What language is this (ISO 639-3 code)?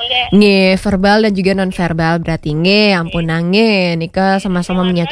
ban